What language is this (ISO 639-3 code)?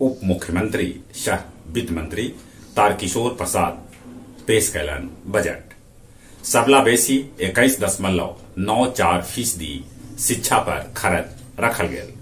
mag